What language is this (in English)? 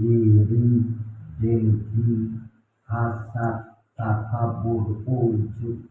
Minangkabau